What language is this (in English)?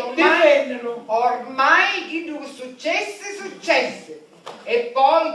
Sicilian